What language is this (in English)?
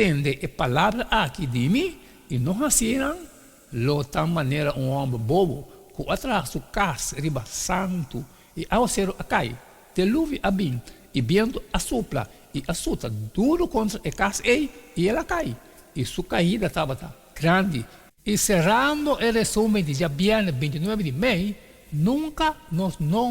Papiamento